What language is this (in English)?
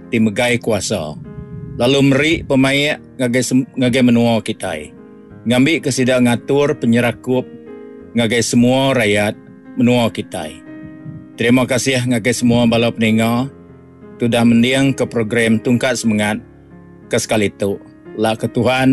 Iban